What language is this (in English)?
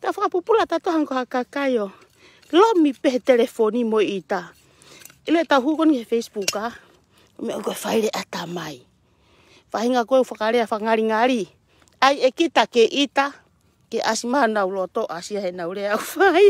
Tongan